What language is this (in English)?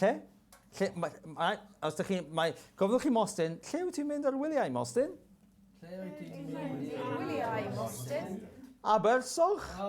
Welsh